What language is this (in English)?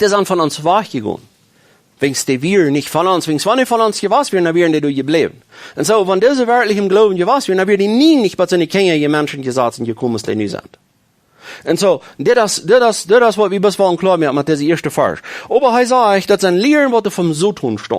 Plautdietsch